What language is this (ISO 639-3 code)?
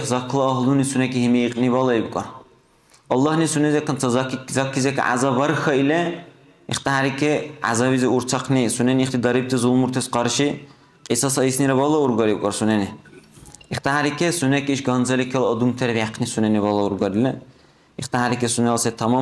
dar